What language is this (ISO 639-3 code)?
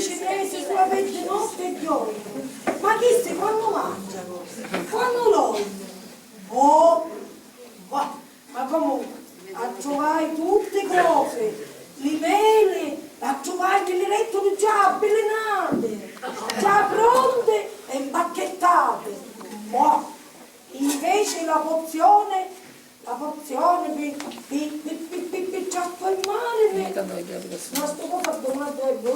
scn